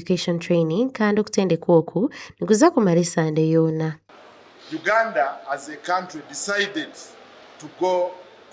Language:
Nyankole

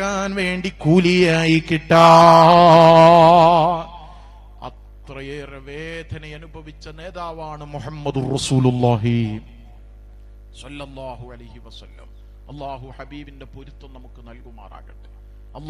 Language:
Malayalam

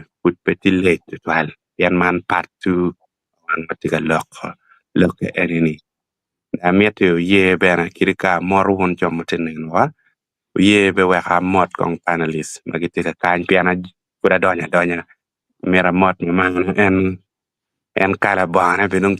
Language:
Acoli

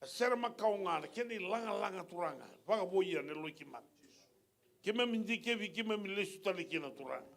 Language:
Fijian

